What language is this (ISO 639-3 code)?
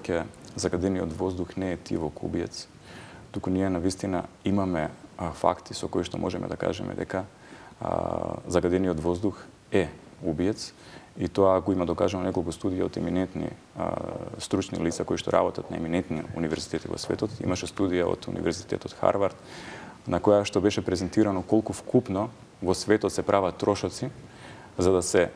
mkd